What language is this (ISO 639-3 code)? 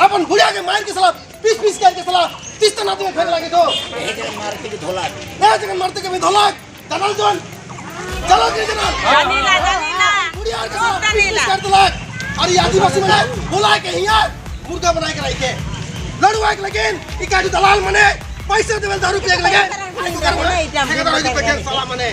sck